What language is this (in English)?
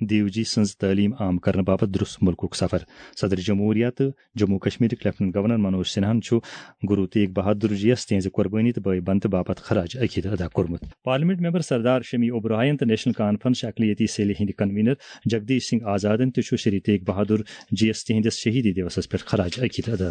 Kashmiri